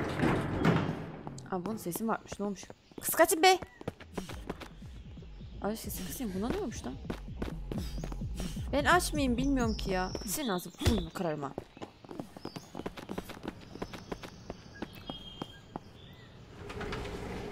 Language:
Turkish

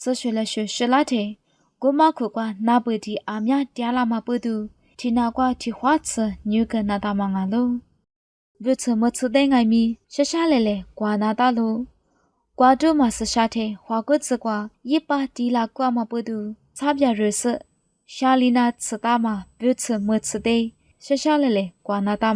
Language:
Lisu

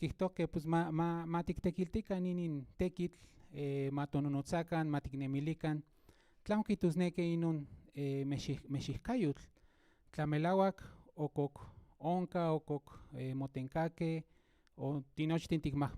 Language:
Central Nahuatl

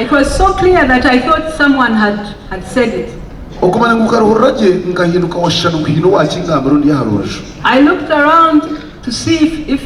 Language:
Nyankole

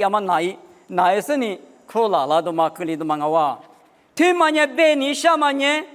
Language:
Lisu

